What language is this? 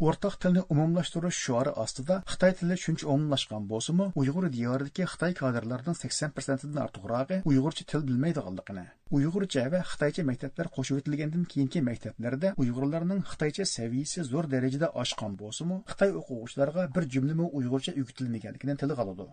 Uyghur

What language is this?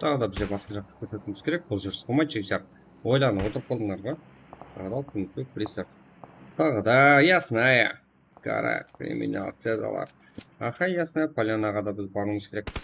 Kara-Kalpak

